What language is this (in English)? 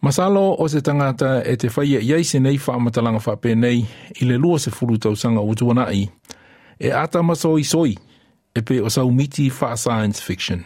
Samoan